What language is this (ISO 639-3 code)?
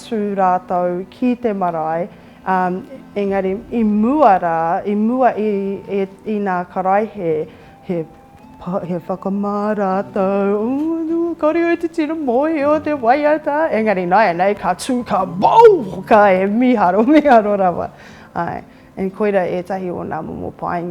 mri